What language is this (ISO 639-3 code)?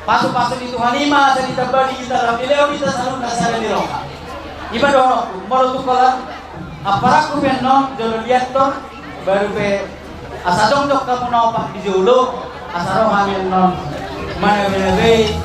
bbc